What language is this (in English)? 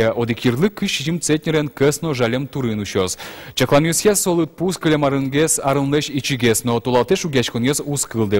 Udmurt